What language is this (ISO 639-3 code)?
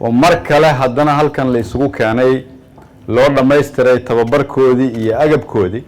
som